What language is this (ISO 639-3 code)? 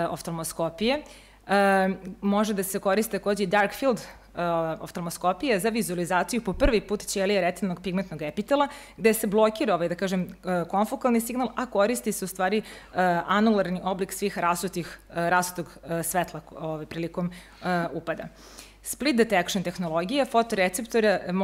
srp